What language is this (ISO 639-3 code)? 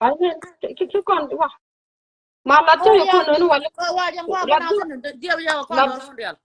nus